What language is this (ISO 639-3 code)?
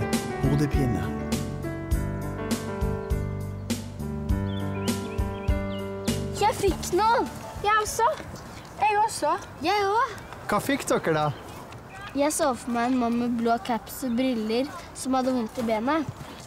nor